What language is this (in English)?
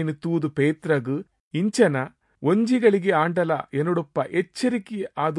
Tulu